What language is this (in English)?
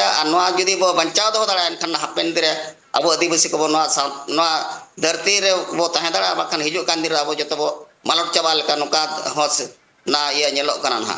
Santali